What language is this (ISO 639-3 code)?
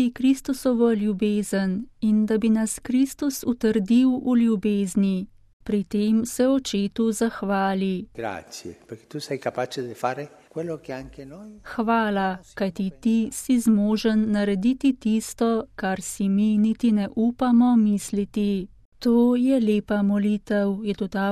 slv